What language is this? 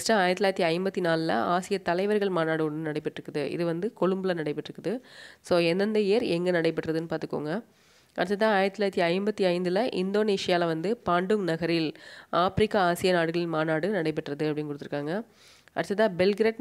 Tamil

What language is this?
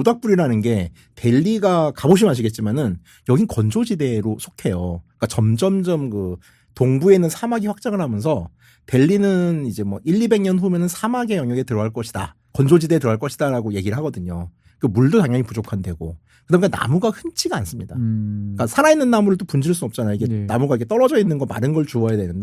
Korean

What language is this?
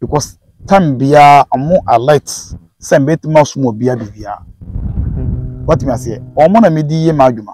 Akan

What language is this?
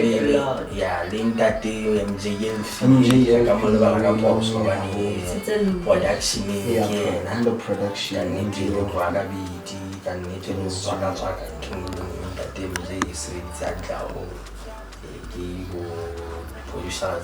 Southern Sotho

